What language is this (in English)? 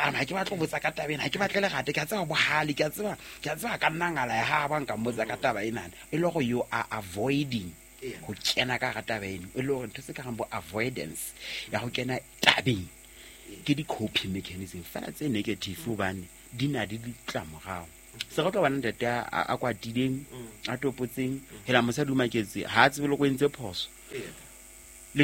Southern Sotho